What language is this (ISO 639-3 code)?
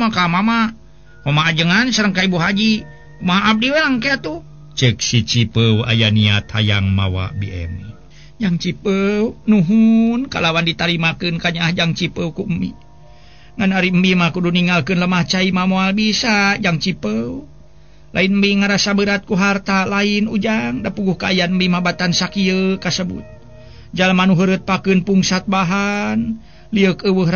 sun